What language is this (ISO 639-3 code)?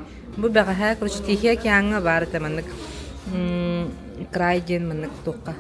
sah